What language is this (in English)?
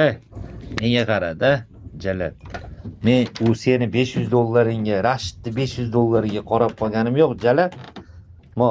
Uzbek